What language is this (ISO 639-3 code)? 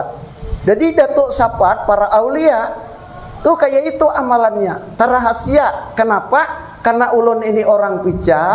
bjn